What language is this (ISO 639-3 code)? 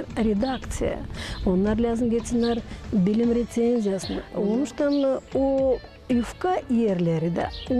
gag